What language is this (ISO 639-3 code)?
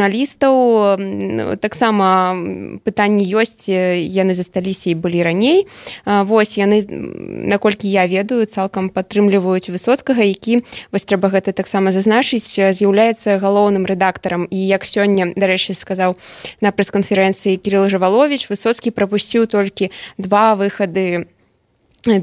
bel